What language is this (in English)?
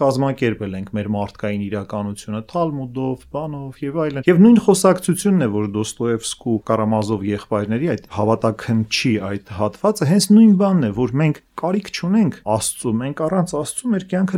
Armenian